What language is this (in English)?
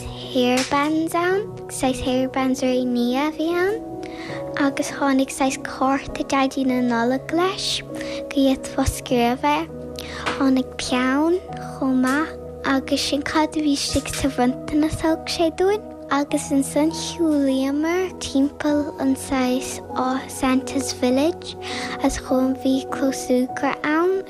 Irish